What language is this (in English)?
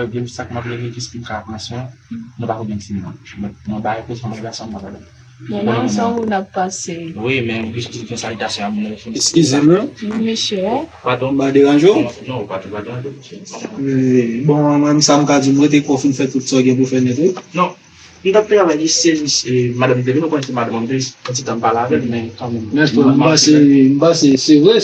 Haitian Creole